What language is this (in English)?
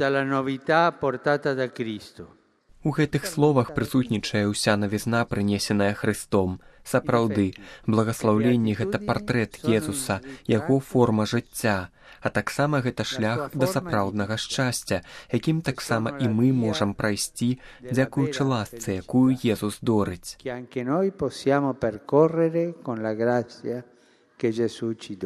Belarusian